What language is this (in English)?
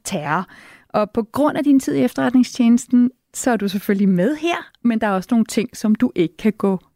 Danish